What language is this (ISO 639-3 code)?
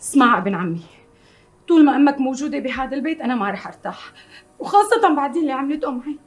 apc